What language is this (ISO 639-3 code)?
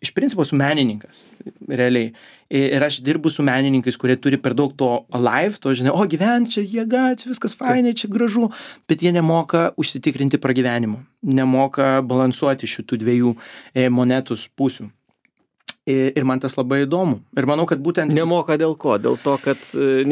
lit